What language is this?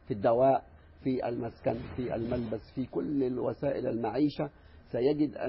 Arabic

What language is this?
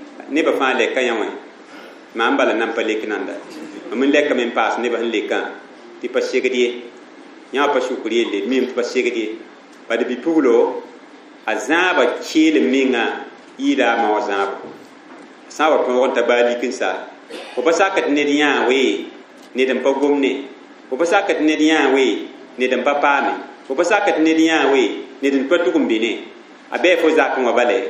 Mossi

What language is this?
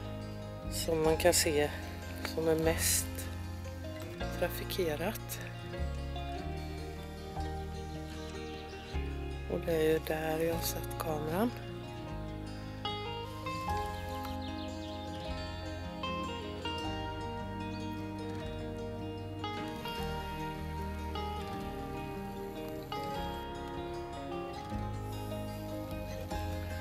Swedish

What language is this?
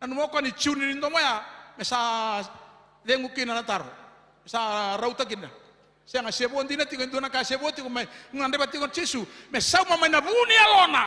Fijian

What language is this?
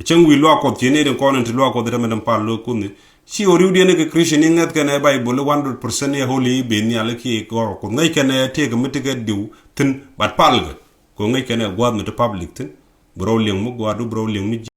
Nuer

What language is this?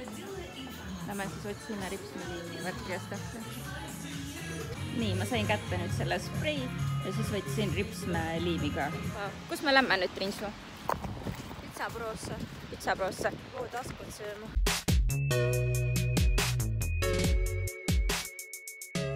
Estonian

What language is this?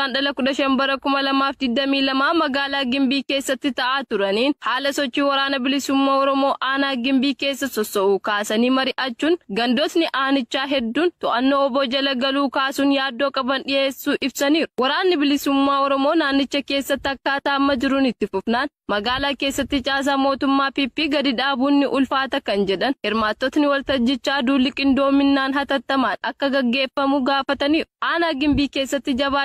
Oromo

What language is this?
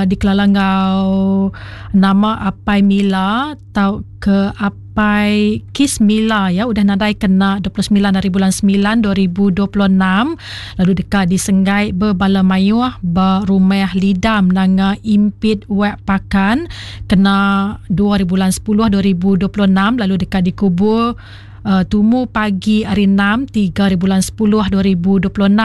Iban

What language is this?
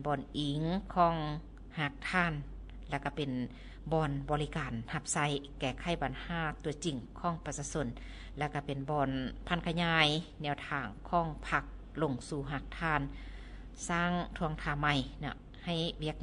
Lao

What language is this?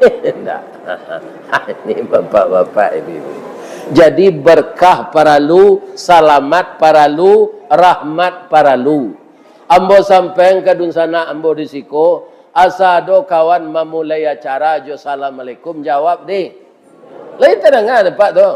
Minangkabau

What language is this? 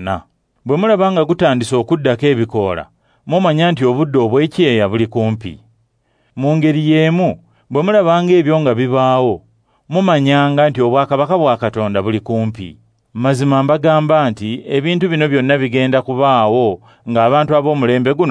Ganda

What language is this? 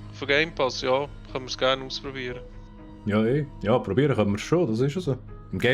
Swiss German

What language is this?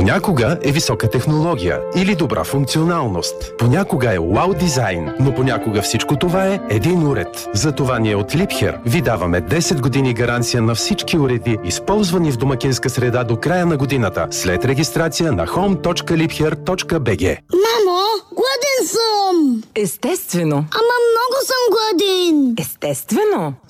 Bulgarian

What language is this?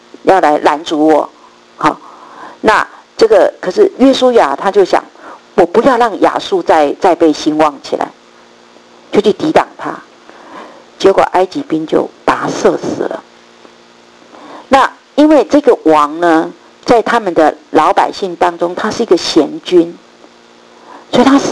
Chinese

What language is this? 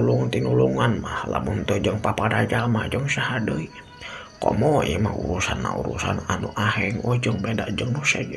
Sundanese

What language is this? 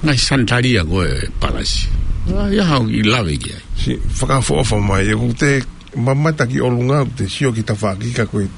Tongan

